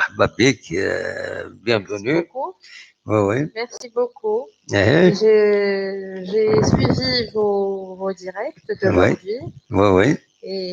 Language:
Kabyle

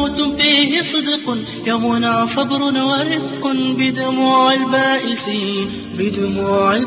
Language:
Bosnian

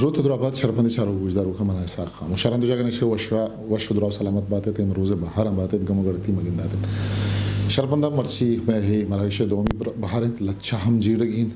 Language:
Eastern Balochi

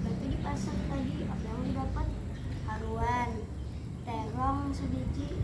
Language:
Banjar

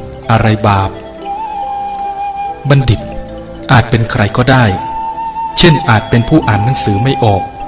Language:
Lao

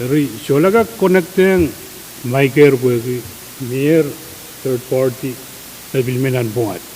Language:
Pohnpeian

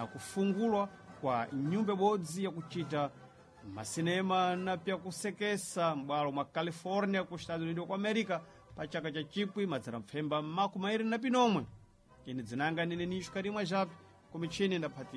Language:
Sena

